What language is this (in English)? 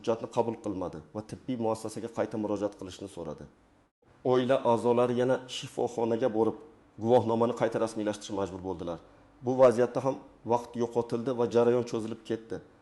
Uzbek